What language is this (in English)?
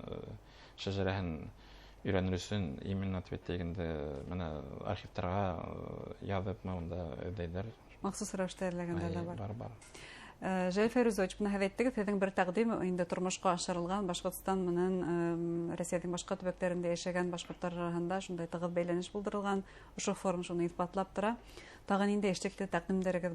Bashkir